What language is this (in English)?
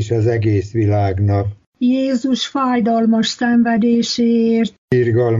Hungarian